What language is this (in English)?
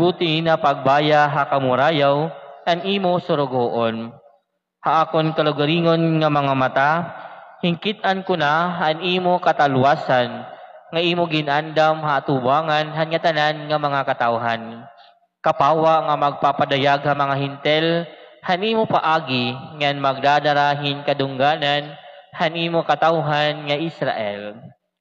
Waray